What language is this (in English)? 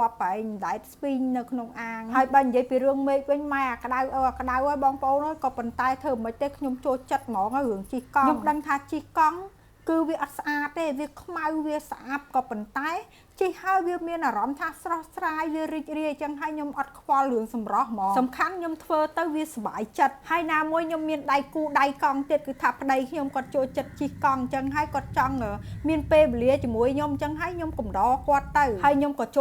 Khmer